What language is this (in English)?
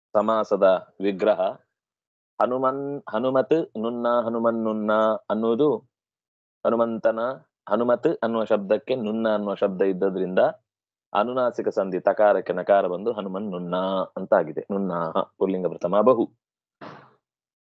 Kannada